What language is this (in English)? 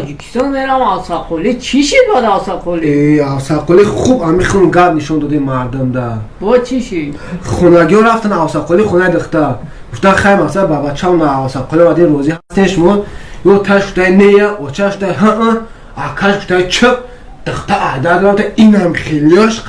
Tajik